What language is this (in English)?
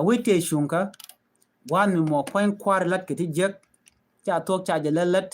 Nuer